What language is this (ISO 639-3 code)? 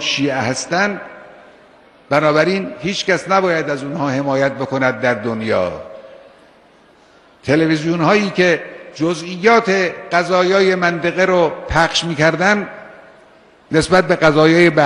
fas